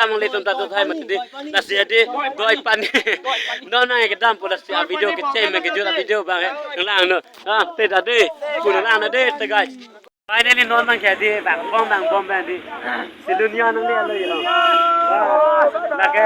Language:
Karbi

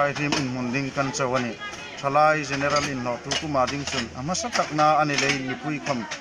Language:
Hmar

